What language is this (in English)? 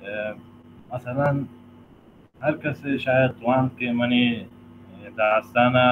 Baluchi